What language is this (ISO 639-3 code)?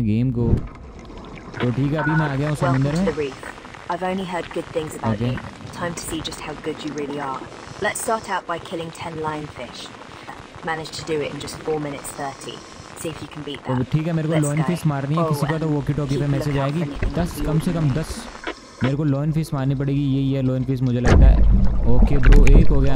hin